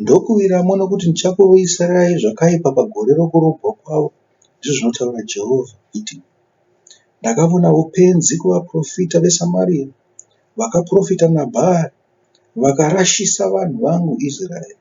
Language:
Shona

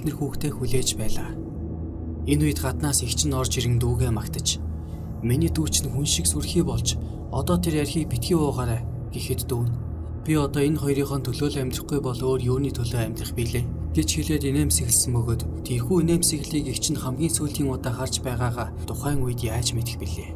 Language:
Mongolian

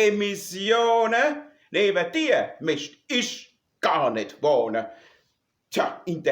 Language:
Palatine German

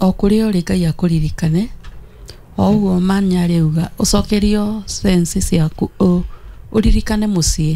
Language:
Kikuyu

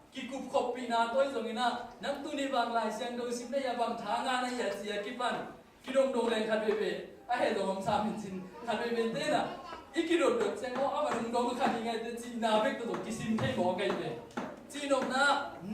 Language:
Tedim Chin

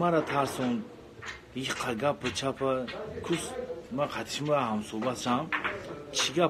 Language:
Tajik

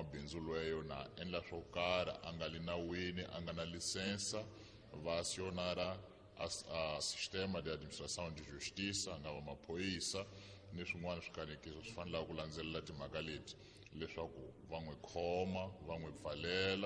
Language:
Tsonga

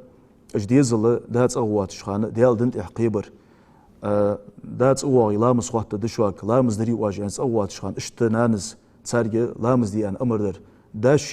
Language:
Ingush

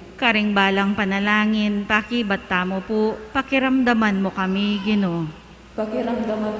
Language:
Pampanga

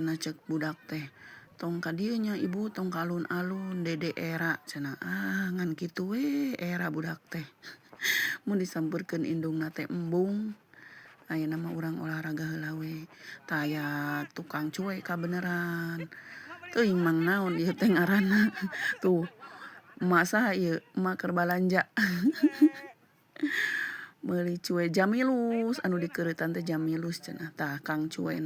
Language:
Sundanese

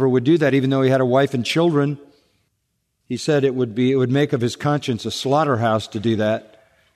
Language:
English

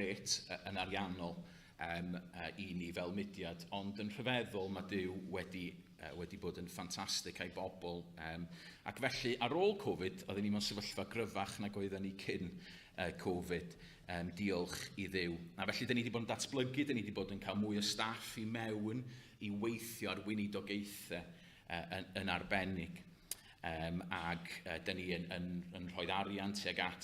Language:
Welsh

